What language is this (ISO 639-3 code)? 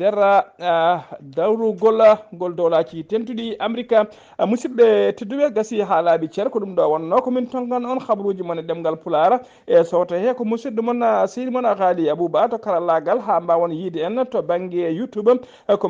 ful